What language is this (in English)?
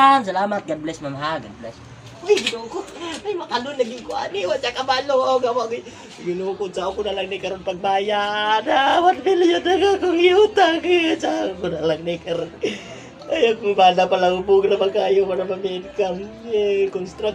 Cebuano